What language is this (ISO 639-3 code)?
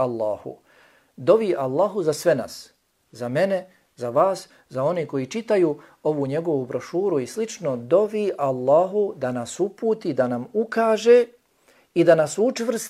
bos